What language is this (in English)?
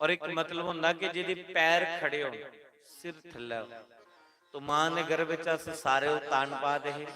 Dogri